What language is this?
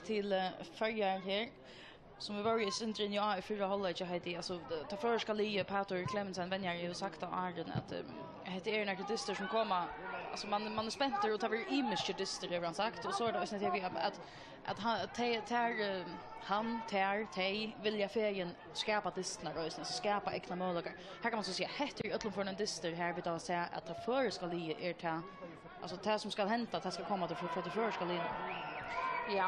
Faroese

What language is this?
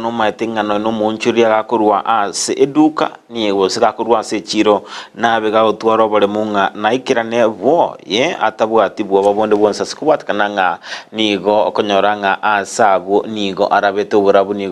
Gusii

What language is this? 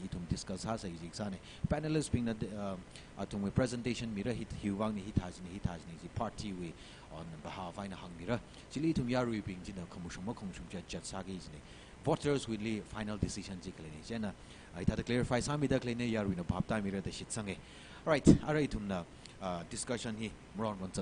Tangkhul Naga (India)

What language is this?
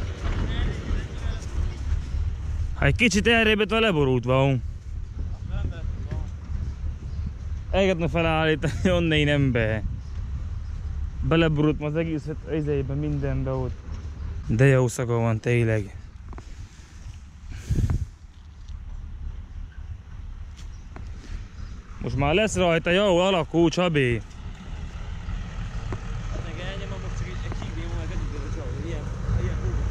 Hungarian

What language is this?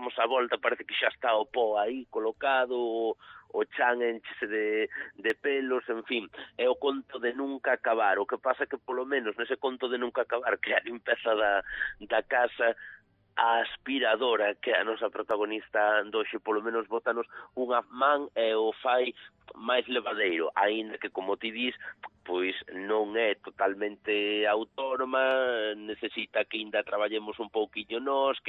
Galician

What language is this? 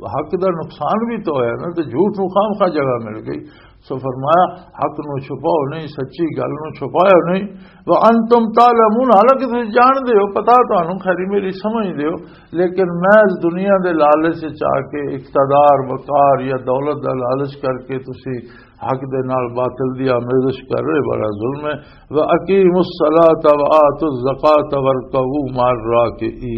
Western Panjabi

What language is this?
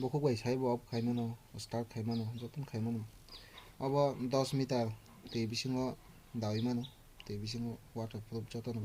Kok Borok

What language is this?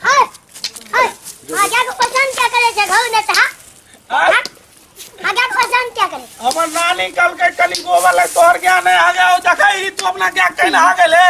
Maithili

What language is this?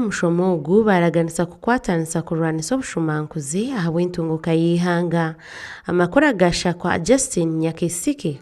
Nyankole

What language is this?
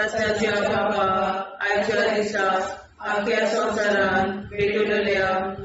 Konkani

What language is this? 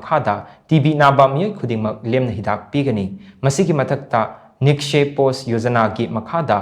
Manipuri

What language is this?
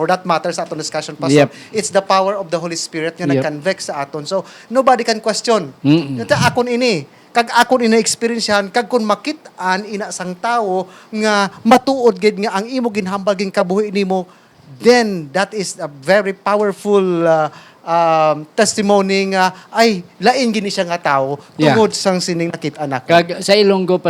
Hiligaynon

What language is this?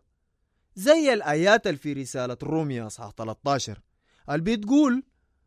Sudanese Arabic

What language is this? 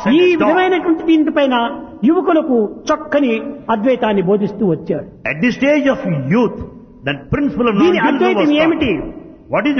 Telugu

